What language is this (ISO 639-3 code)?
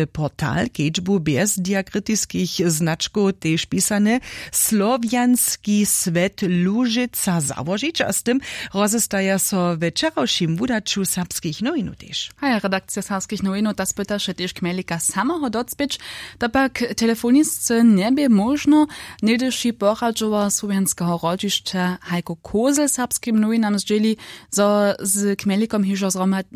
hsb